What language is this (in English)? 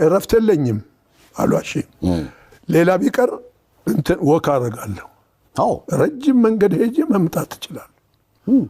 Amharic